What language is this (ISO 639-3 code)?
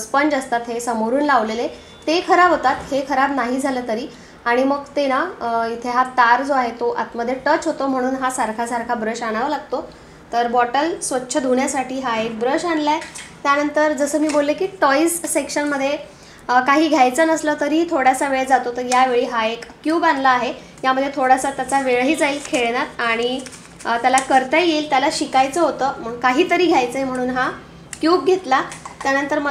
mar